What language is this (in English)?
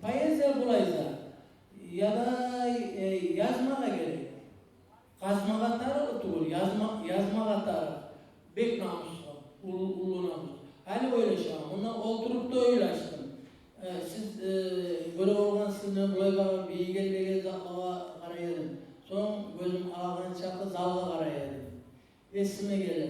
Kumyk